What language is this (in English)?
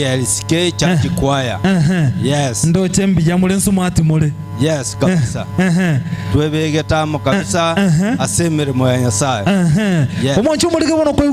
Gusii